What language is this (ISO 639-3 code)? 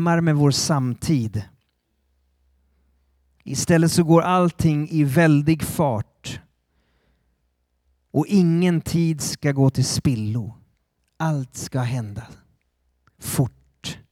swe